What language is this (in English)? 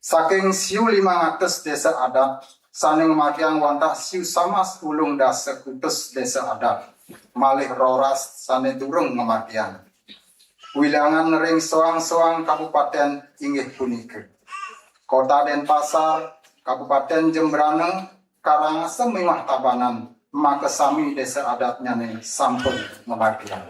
Balinese